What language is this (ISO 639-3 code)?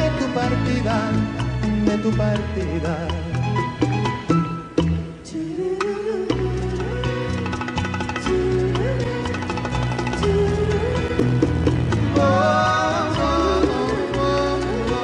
spa